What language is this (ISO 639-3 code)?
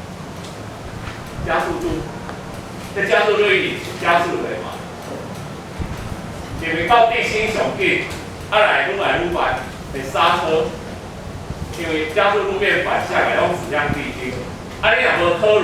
nan